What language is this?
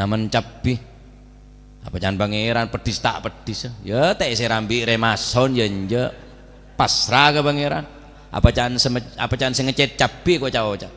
Madurese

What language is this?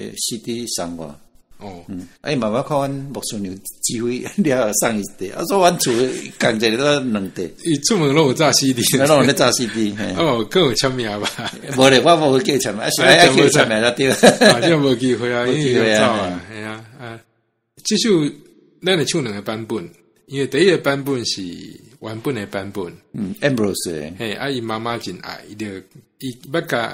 Min Nan Chinese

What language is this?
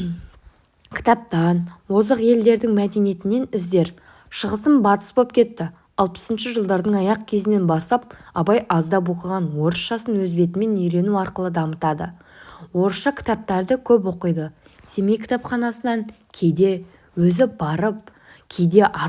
Kazakh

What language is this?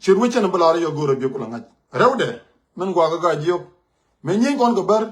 Nuer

